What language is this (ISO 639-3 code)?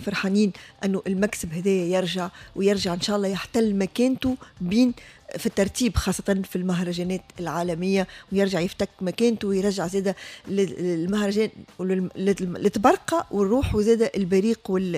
aeb